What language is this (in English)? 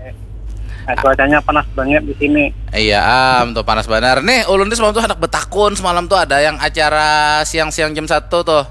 Banjar